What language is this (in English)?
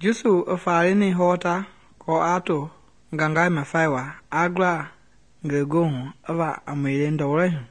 Mende